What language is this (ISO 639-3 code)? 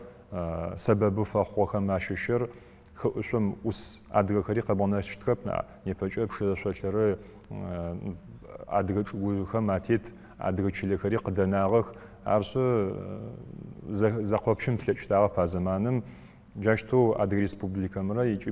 ady